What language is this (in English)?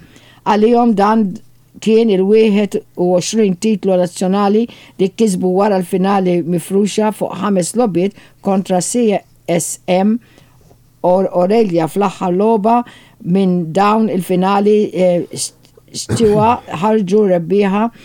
Maltese